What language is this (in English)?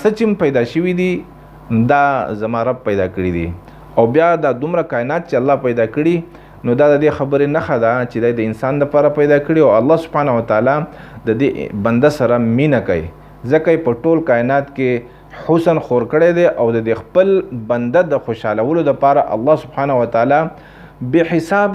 Pashto